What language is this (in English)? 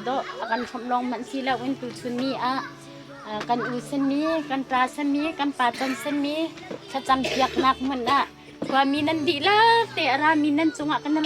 Hakha Chin